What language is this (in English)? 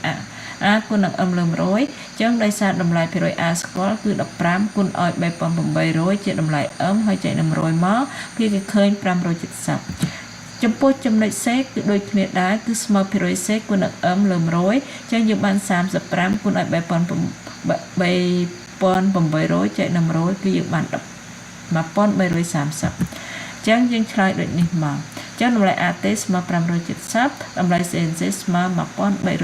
Khmer